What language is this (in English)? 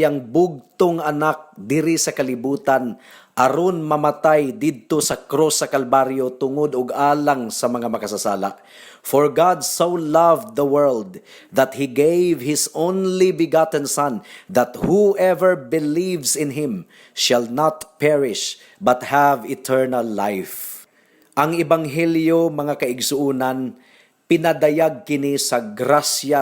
Cebuano